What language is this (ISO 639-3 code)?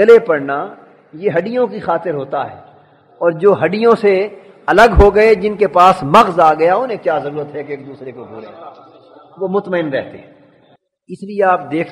urd